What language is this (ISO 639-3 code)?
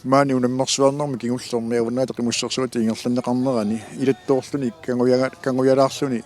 kal